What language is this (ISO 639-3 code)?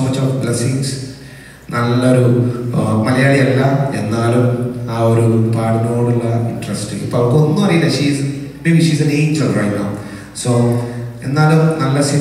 mal